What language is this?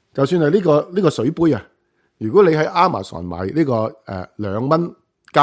Cantonese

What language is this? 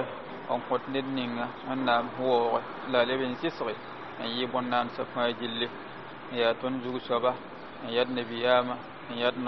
Mossi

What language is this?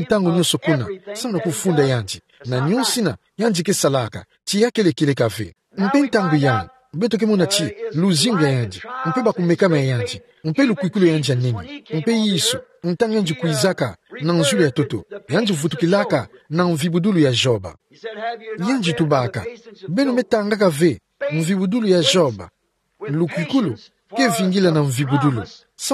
Kituba (Democratic Republic of Congo)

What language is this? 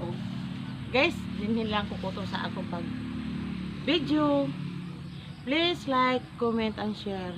Cebuano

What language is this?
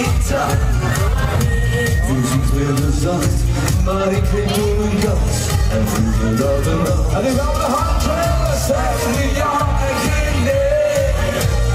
Dutch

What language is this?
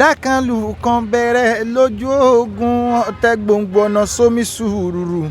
Yoruba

